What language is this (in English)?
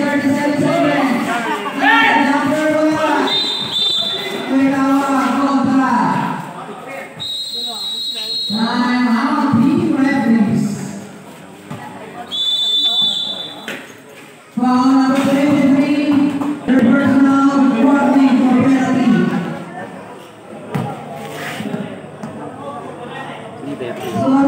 Filipino